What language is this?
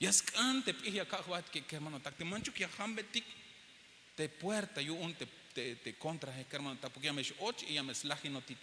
Tzeltal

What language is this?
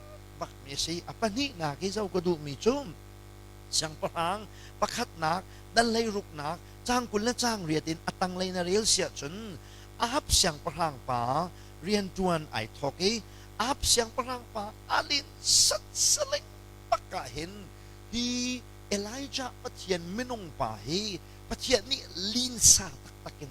Hakha Chin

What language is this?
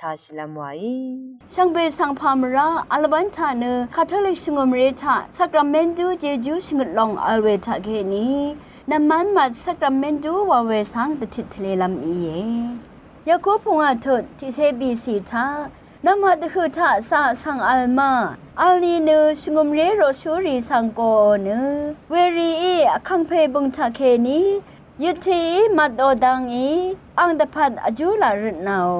Rawang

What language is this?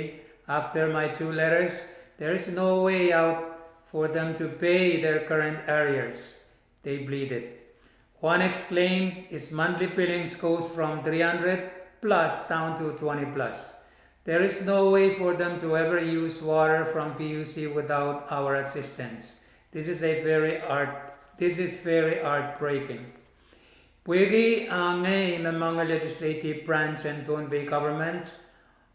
Pohnpeian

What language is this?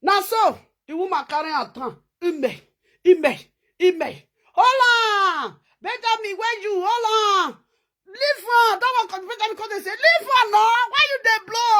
Nigerian Pidgin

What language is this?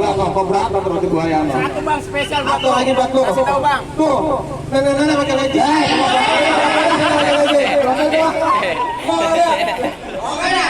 Betawi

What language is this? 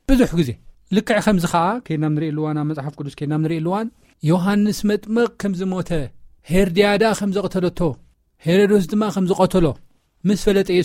Tigrinya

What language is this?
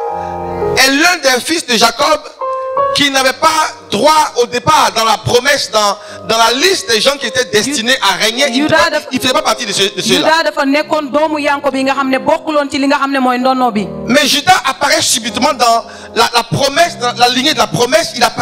French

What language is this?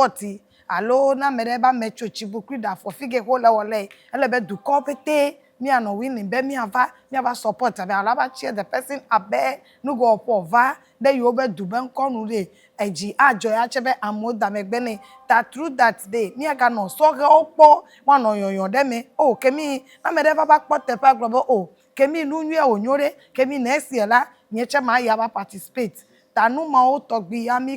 Ewe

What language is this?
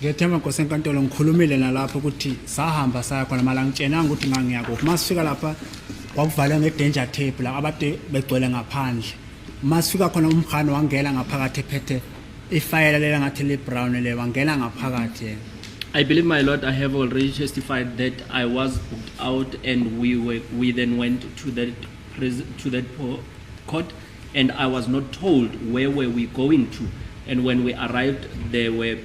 Zulu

